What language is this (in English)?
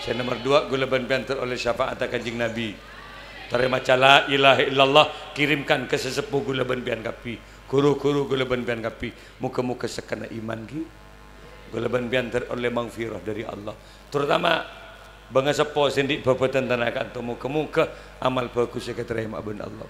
Madurese